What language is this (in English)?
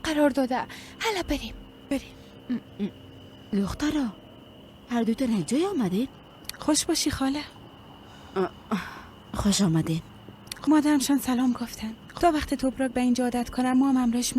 Persian